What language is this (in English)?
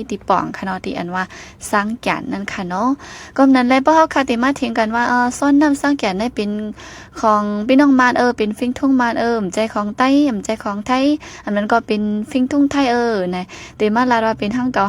Shan